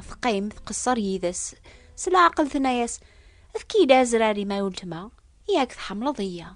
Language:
Kabyle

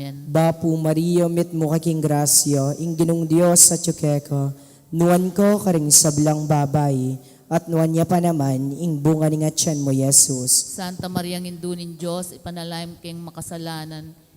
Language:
Pampanga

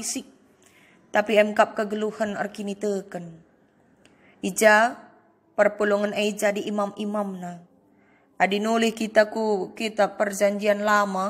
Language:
Batak Karo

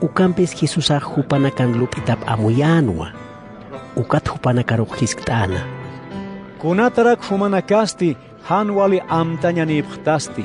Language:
Aymara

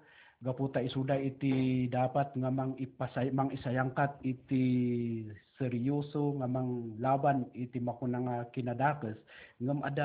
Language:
Iloko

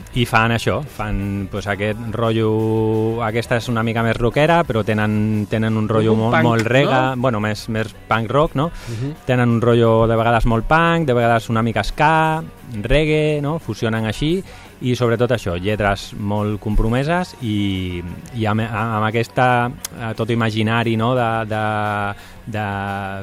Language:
Catalan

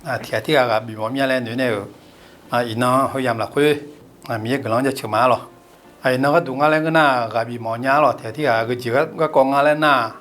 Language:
Akha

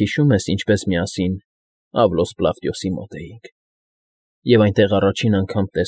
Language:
Armenian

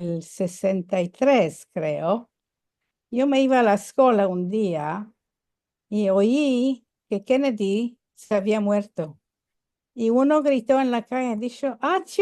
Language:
Ladino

